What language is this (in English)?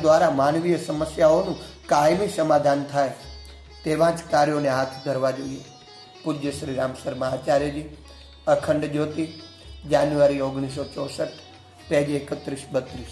Gujarati